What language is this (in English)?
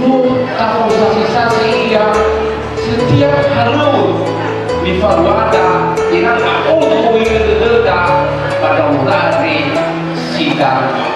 Nias